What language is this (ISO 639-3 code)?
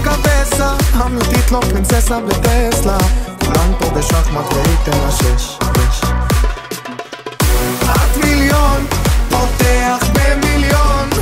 heb